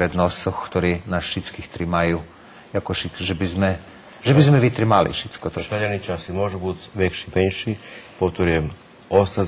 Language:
Rusyn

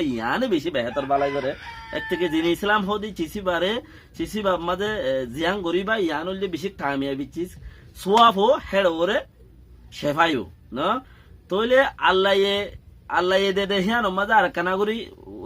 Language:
Rohingya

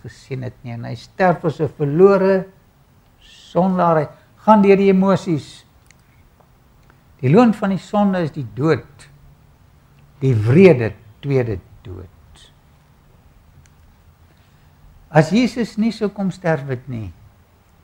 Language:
Afrikaans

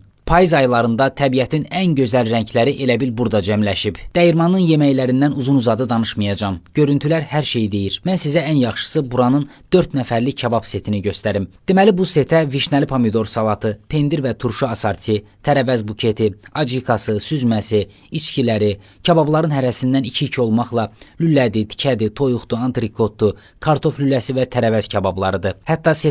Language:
Azerbaijani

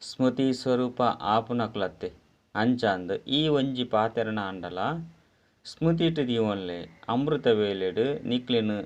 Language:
Tulu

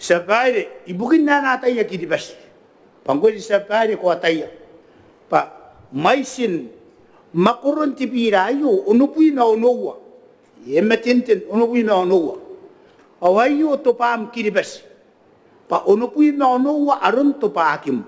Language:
Gilbertese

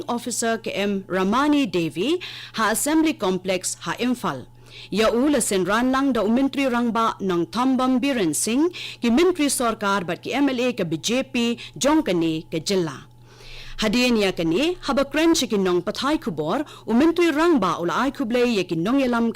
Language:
Khasi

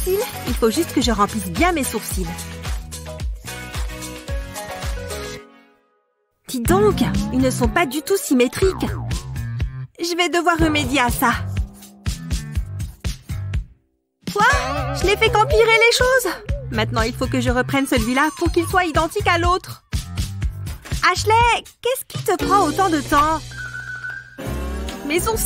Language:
French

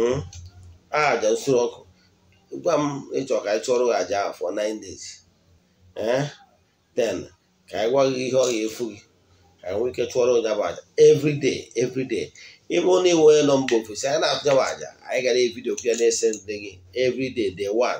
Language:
Igbo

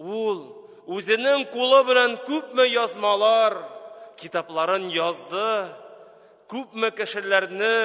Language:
Tatar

